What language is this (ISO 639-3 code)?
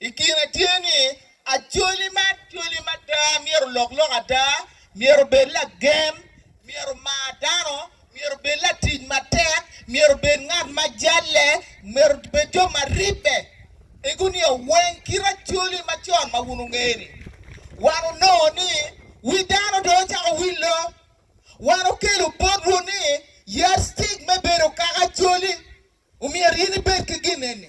ach